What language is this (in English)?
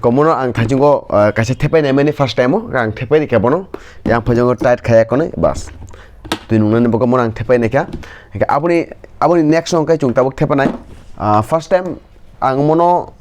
Kok Borok